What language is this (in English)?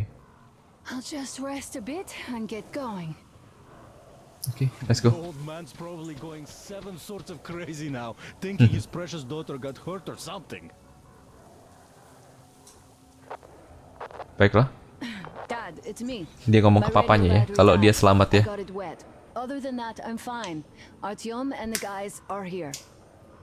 Indonesian